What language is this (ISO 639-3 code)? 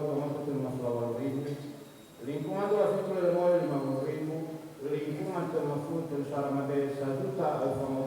nia